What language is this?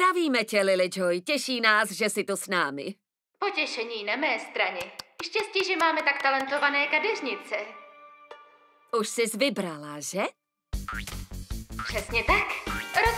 Czech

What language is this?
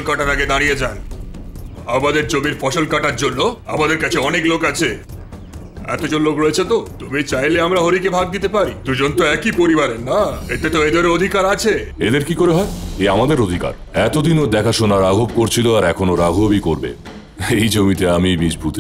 Bangla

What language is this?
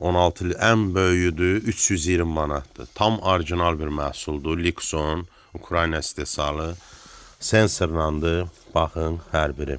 Azerbaijani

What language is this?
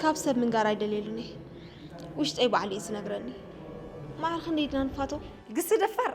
Tigrinya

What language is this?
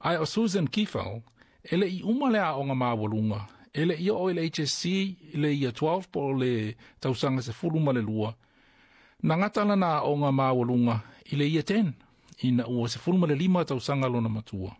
Samoan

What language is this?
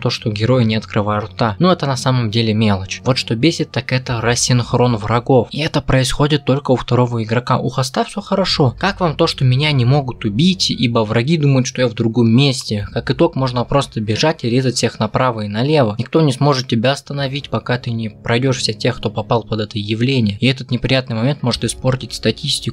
Russian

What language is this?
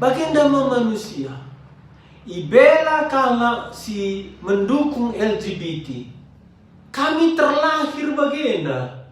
Batak Karo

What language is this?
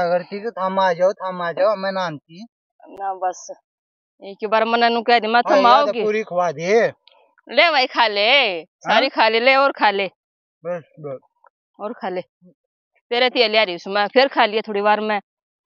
Haryanvi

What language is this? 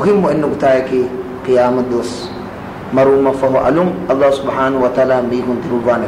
Divehi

